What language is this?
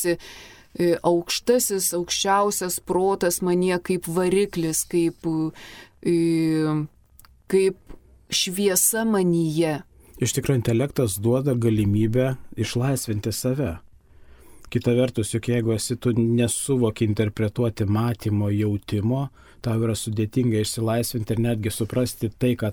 Lithuanian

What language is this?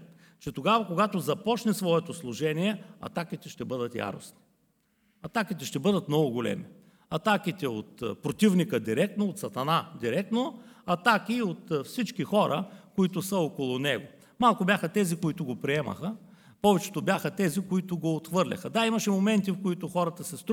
Bulgarian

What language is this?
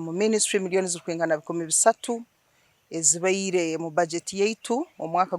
Nyankole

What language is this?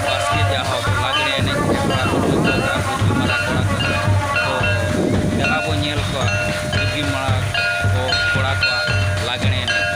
Santali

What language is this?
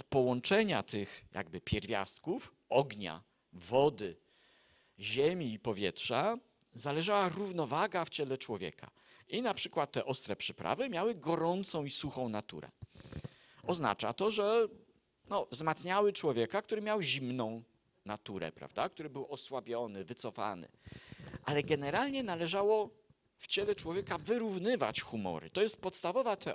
Polish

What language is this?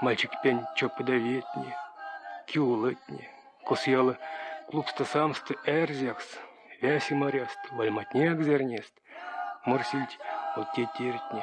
Erzya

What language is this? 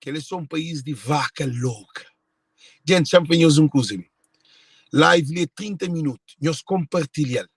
Kabuverdianu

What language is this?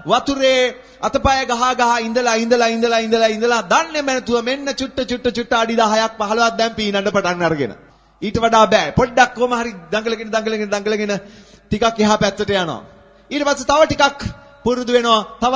Sinhala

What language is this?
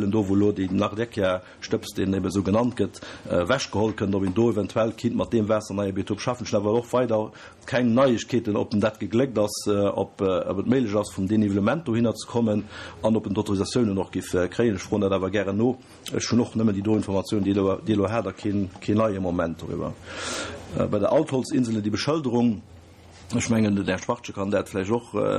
Luxembourgish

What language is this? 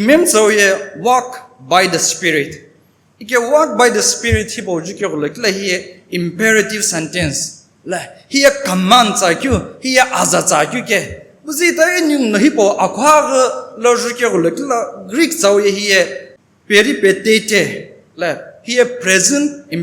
Sumi Naga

